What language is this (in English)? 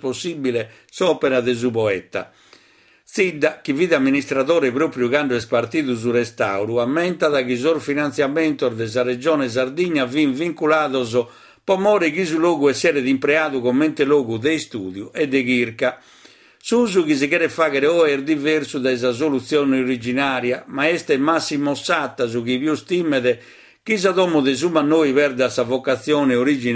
Sardinian